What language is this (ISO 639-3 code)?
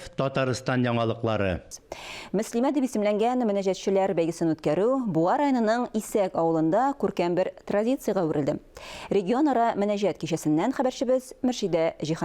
tat